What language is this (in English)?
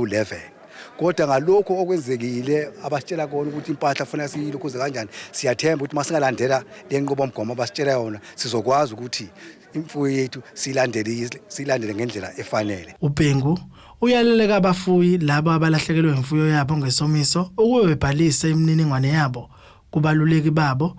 Zulu